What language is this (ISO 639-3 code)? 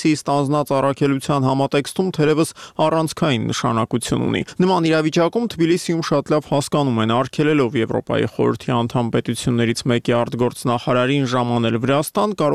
hye